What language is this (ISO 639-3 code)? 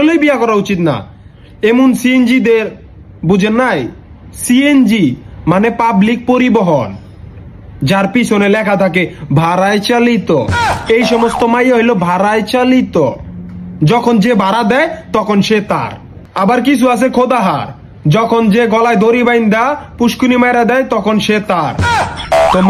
ben